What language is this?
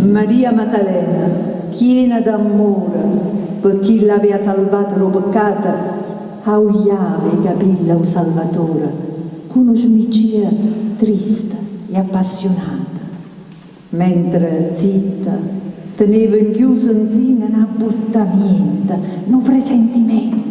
Neapolitan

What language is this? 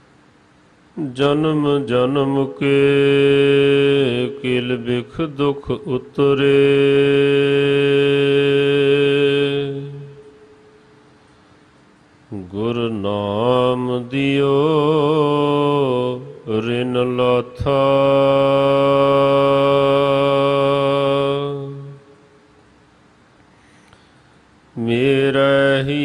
Punjabi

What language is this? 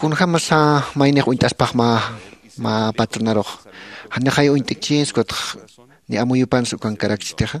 Aymara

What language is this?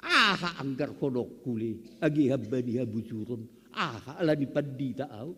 Batak Simalungun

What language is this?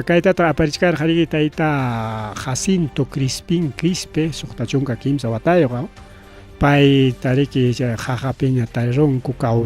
Ayacucho Quechua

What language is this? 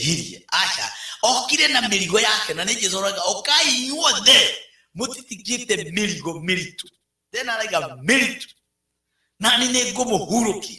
Kikuyu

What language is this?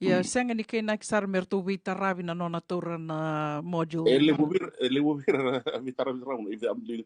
Fijian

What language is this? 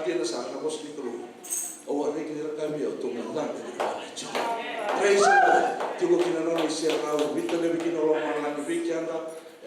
Fijian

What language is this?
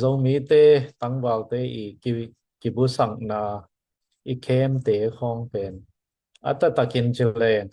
Tedim Chin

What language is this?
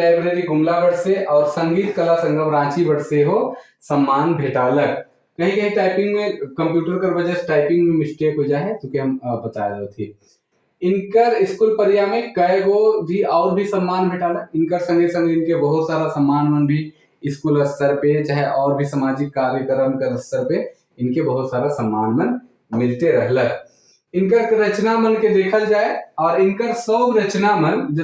Sadri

